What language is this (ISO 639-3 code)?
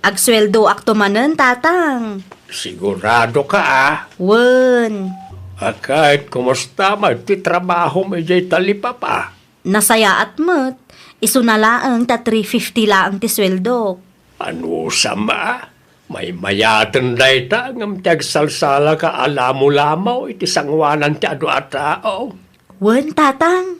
ilo